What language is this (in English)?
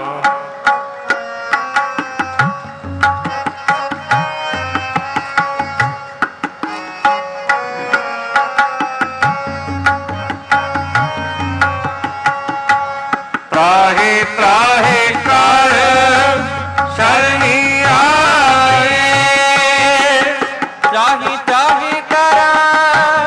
Hindi